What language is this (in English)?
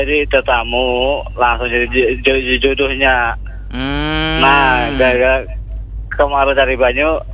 Banjar